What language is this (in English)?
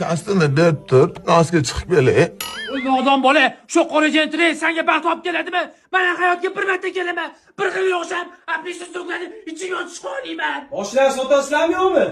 Uzbek